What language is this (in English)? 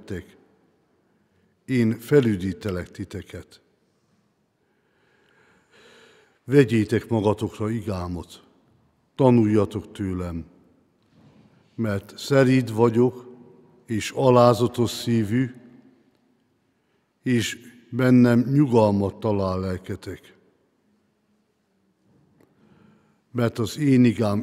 Hungarian